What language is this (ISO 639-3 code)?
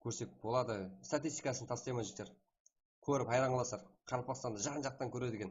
kaa